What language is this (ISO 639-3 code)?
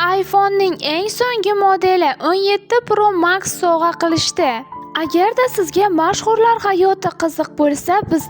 uzb